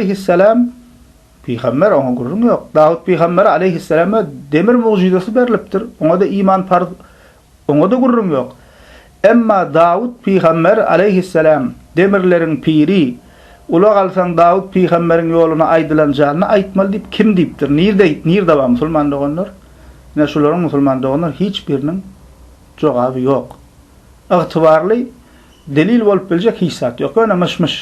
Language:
Turkmen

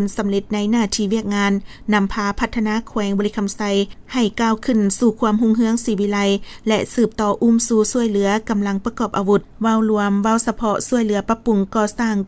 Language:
Lao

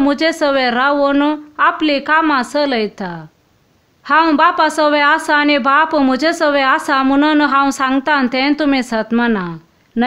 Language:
Konkani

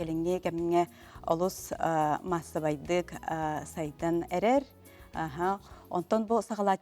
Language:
Yakut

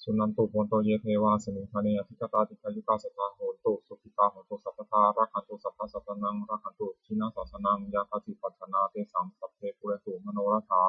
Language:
Pali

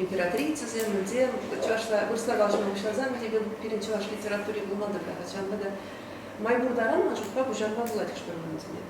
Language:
Chuvash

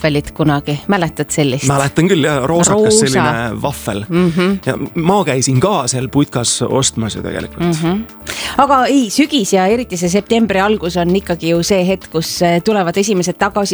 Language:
Estonian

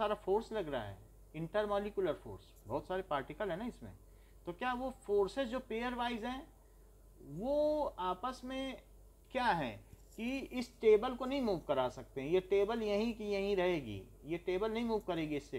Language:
Hindi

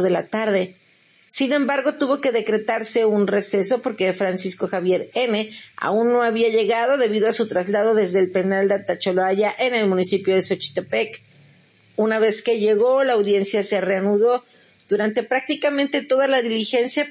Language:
Spanish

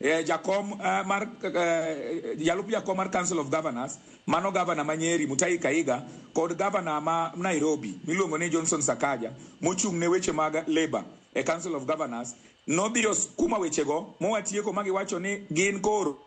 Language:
Luo (Kenya and Tanzania)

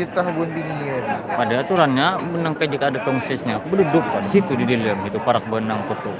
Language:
Banjar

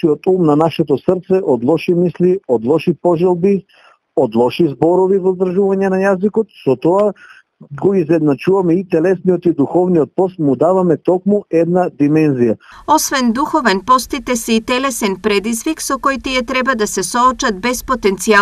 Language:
Macedonian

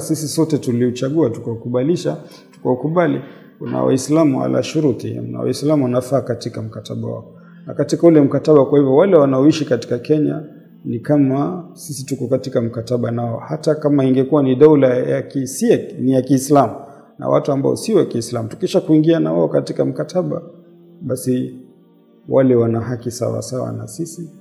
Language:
Swahili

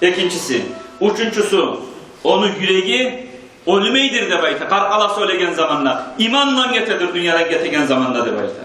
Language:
Kumyk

